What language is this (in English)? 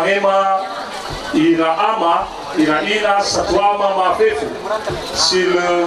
Nias